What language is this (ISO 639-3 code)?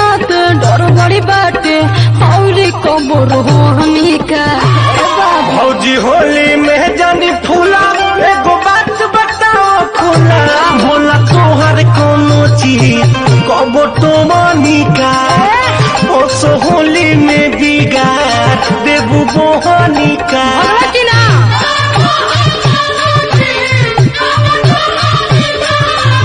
bho